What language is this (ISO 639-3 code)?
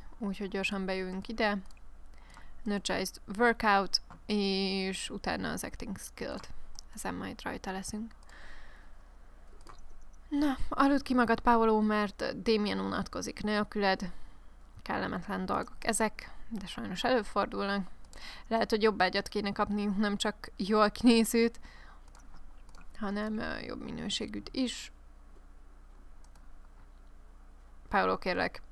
hun